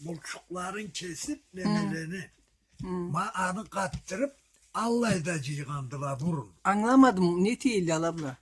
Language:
Karachay-Balkar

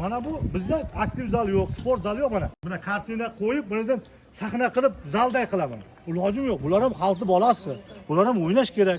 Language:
Uzbek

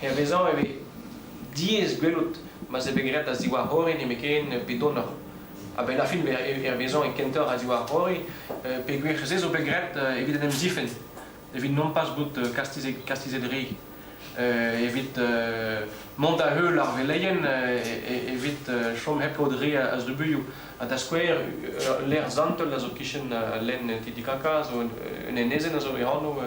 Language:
Breton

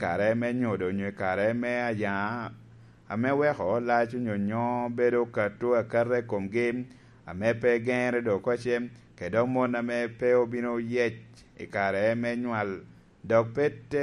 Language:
Lango (Uganda)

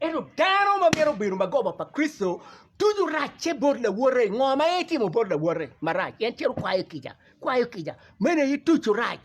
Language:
Acoli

